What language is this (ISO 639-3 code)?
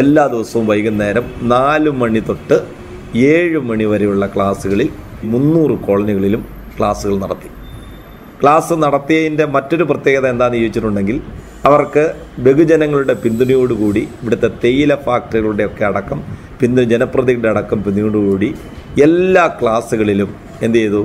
mal